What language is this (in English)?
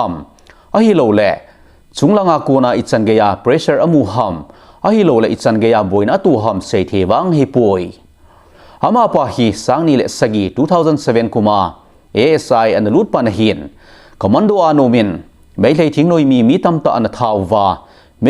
Thado Chin